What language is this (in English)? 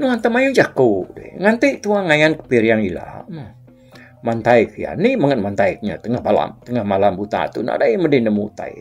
Iban